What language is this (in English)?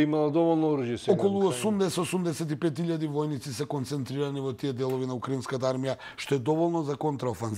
Macedonian